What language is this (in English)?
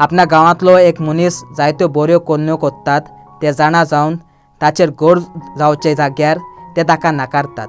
Konkani